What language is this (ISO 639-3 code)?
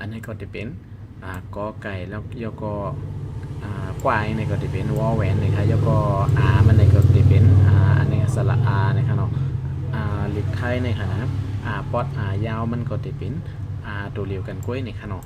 shn